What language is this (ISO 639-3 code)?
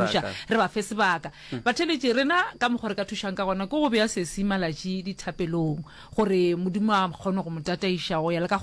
nso